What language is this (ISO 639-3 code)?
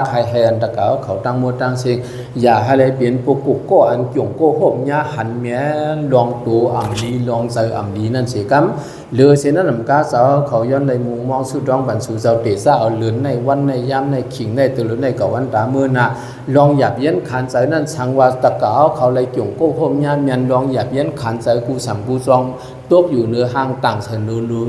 shn